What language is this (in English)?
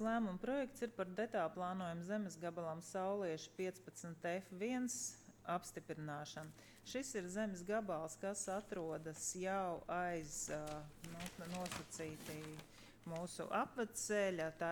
Latvian